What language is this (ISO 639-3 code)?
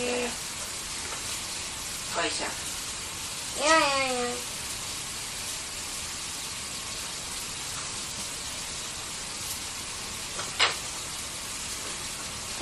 est